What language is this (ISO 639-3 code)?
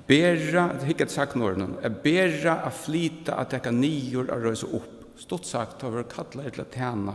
fao